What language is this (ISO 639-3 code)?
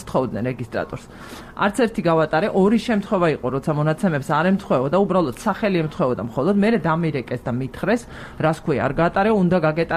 kat